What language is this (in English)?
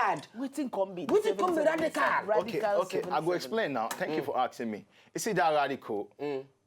Nigerian Pidgin